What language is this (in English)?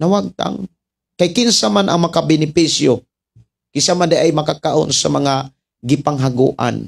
Cebuano